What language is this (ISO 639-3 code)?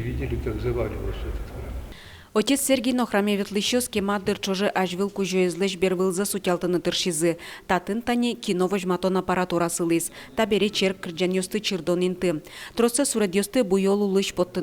udm